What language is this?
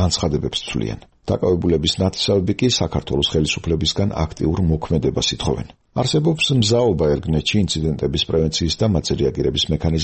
Georgian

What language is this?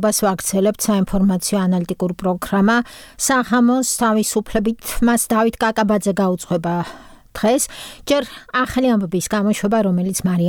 Georgian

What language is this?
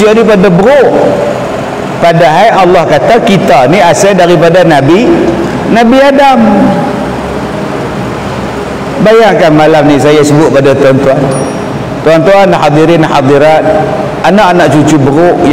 Malay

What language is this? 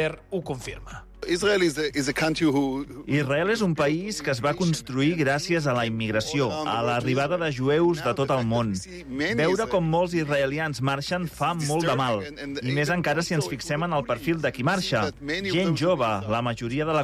Catalan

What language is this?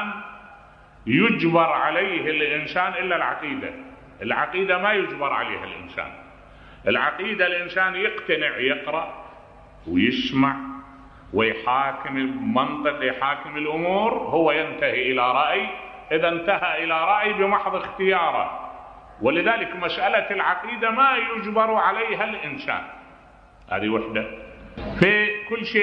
Mesopotamian Arabic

